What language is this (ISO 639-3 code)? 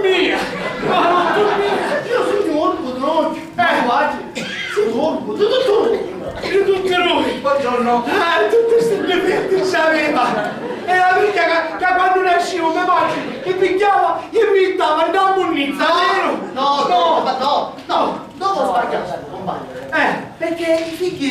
scn